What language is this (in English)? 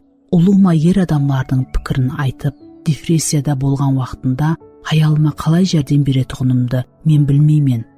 Kara-Kalpak